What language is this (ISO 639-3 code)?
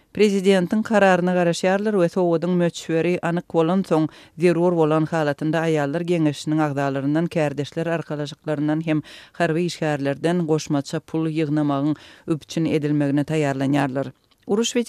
tuk